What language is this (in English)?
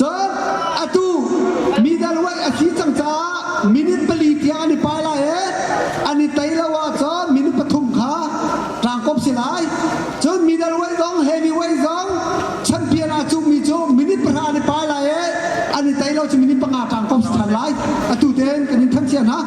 Hakha Chin